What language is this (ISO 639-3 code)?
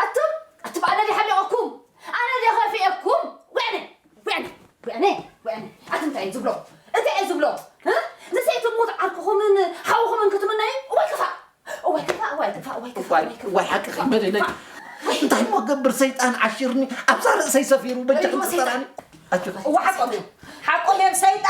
tir